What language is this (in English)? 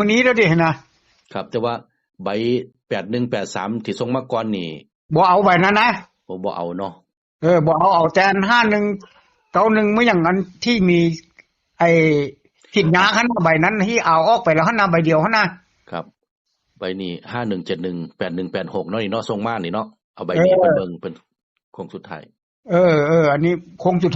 Northeastern Thai